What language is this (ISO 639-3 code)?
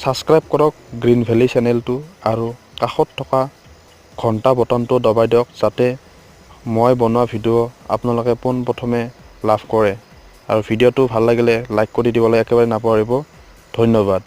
asm